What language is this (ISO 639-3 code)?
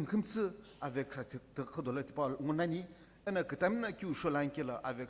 nsm